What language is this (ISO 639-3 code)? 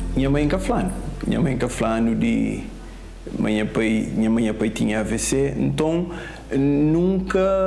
kea